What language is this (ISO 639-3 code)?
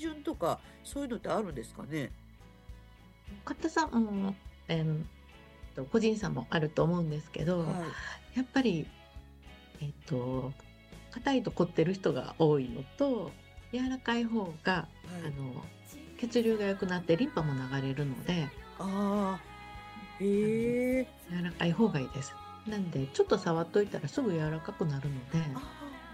jpn